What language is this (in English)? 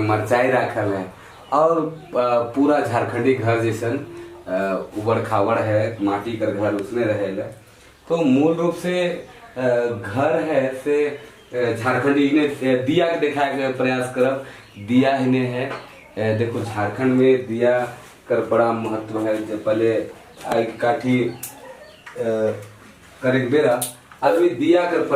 Sadri